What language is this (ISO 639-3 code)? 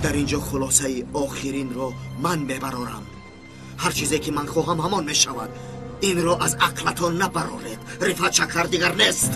tgk